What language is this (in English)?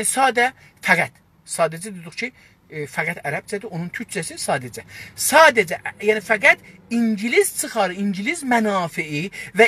South Azerbaijani